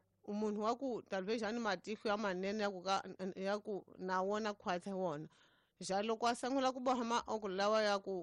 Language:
Tsonga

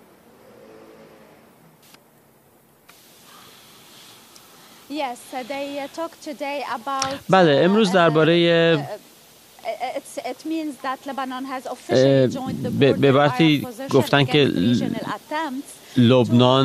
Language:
Persian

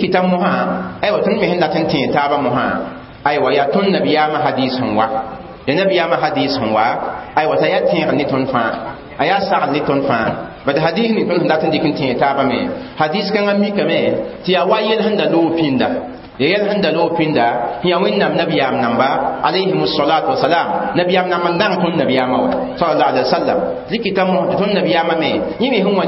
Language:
Mossi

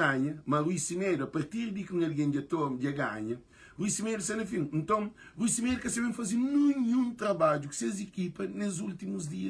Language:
Kabuverdianu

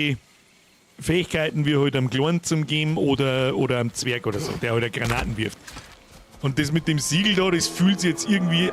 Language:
Bavarian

